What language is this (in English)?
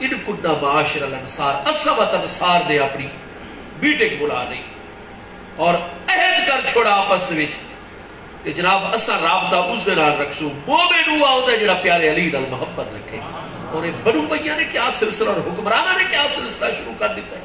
Saraiki